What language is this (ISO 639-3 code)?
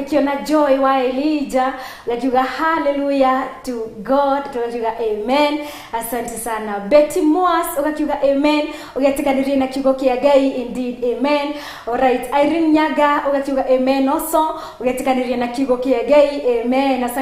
kik